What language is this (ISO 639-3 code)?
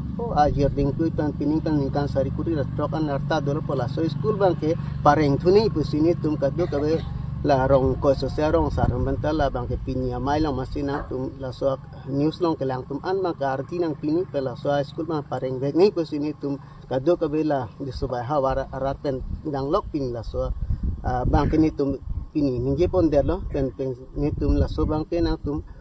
mjw